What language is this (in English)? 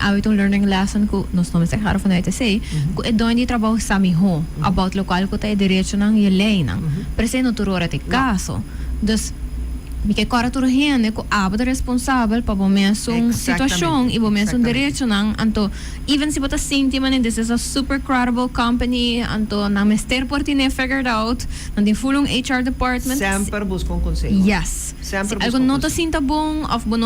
Papiamento